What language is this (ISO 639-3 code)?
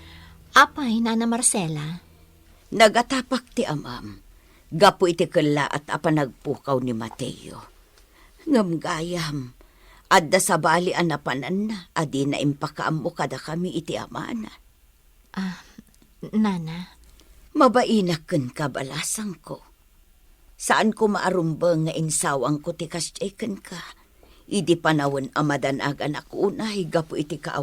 ilo